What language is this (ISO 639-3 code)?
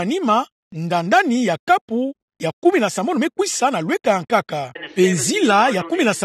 ktu